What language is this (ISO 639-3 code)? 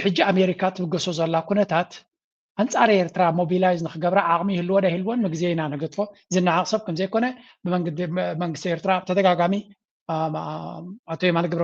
tir